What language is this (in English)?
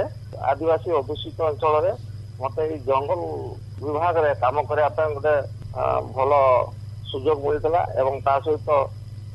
Odia